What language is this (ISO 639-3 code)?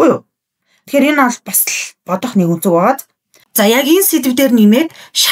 mon